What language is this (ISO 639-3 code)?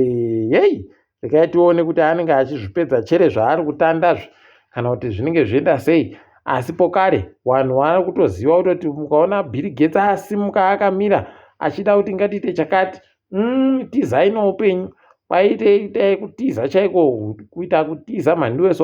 ndc